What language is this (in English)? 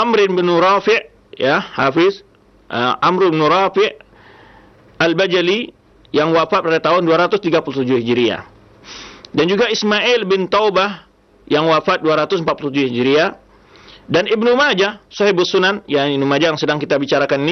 Indonesian